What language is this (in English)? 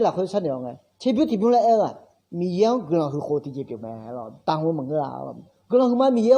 Akha